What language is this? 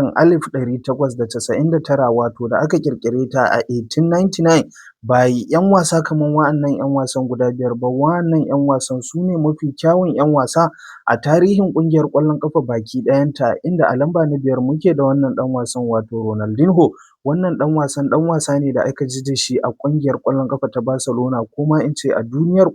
Hausa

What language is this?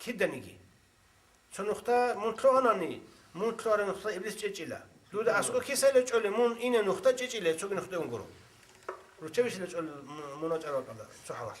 Avaric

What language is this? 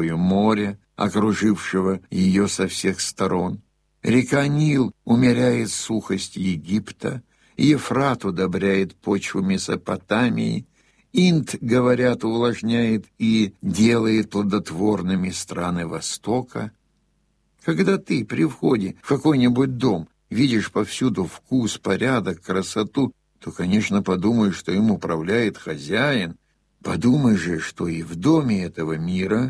Russian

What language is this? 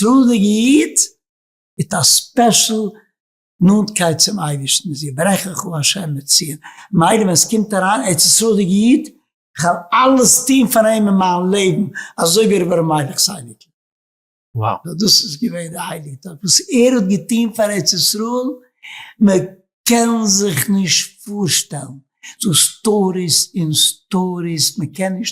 Yiddish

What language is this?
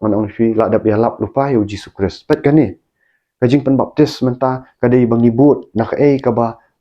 Khasi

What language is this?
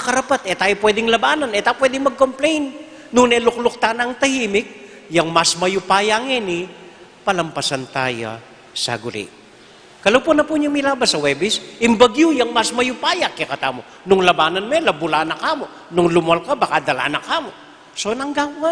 Pampanga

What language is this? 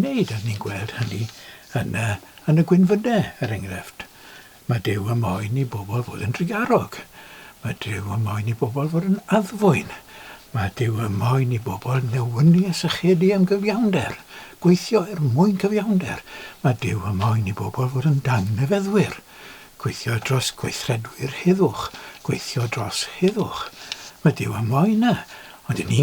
Welsh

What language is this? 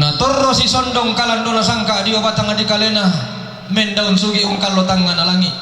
Toraja-Sa'dan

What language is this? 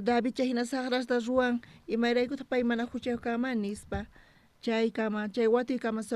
South Bolivian Quechua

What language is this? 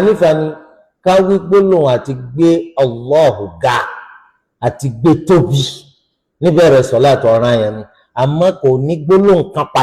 Yoruba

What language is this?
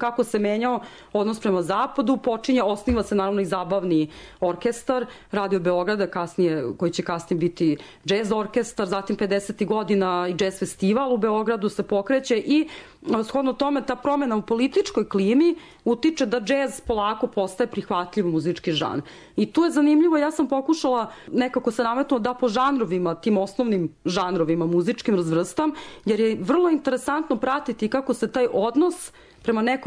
Serbian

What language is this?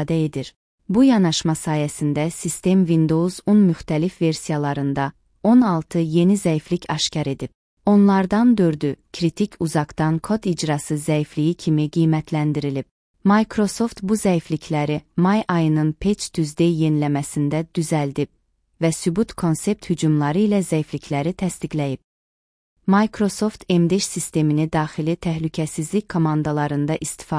Azerbaijani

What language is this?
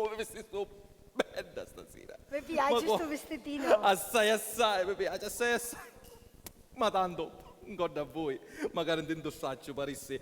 Sicilian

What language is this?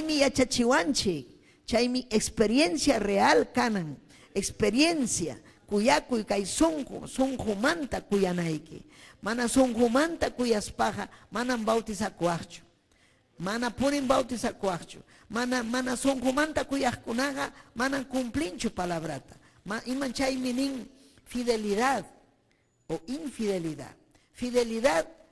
Ayacucho Quechua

